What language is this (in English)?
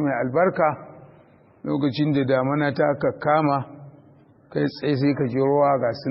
Hausa